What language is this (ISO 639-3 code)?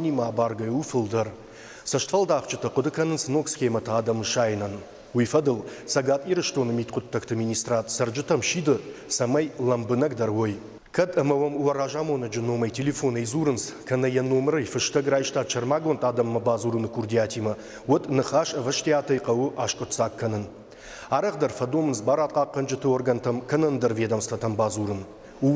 oss